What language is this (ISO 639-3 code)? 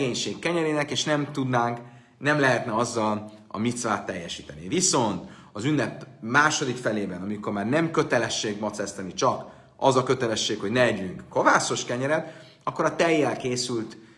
hun